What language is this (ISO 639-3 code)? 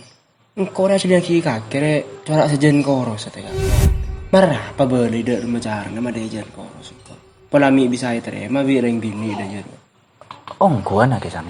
mad